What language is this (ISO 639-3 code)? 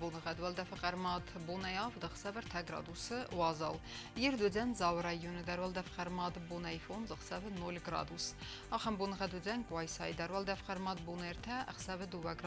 oss